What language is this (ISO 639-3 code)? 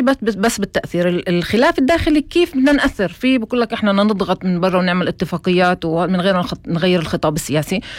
apc